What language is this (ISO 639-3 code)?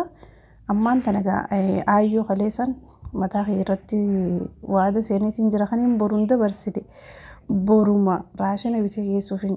orm